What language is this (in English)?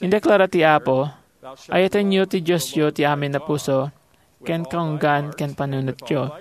Iloko